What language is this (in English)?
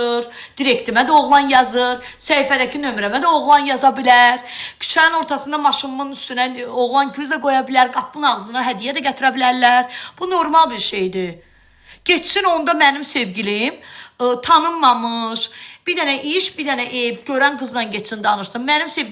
Azerbaijani